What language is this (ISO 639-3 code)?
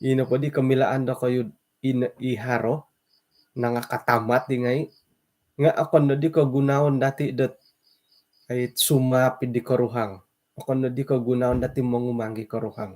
dtp